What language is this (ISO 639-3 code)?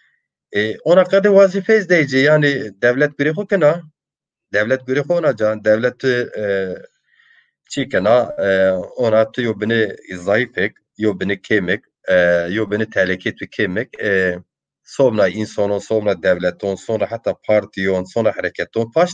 zza